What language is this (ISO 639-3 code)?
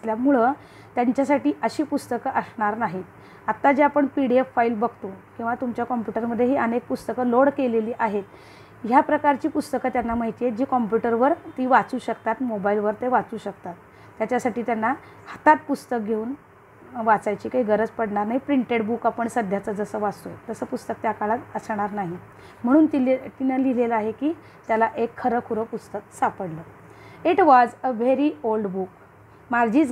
mar